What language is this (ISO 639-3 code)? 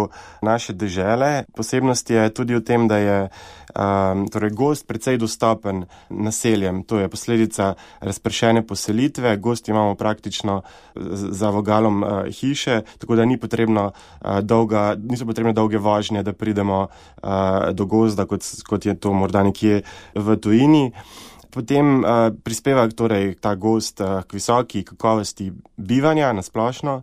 slv